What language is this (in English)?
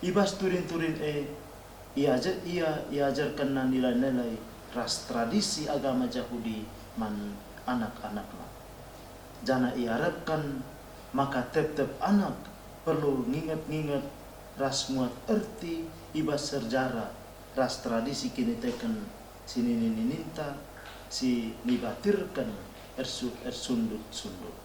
Batak Karo